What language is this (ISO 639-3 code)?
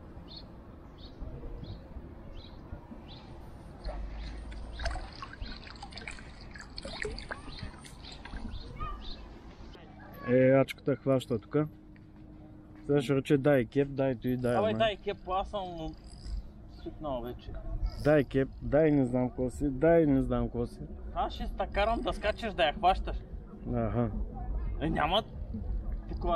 bul